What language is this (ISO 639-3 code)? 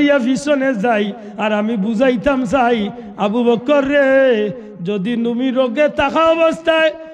syl